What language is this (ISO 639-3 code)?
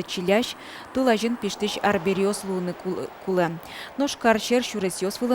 udm